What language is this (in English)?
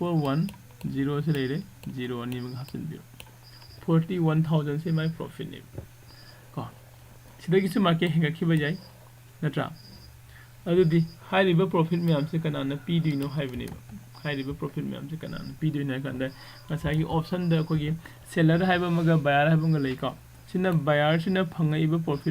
Manipuri